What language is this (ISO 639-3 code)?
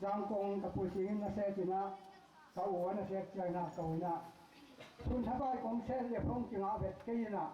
ctd